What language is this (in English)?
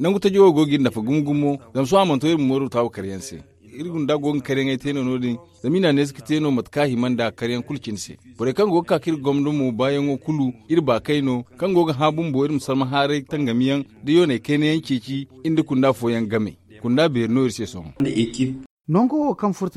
Zarma